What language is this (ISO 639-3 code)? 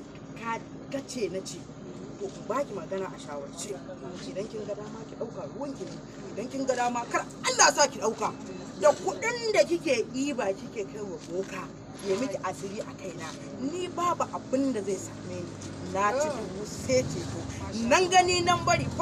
hau